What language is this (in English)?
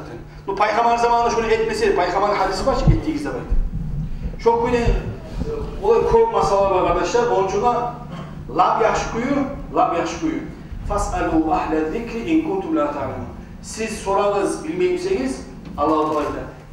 Kumyk